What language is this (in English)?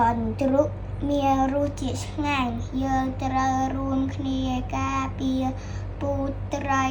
Khmer